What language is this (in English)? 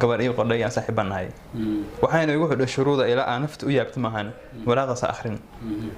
Somali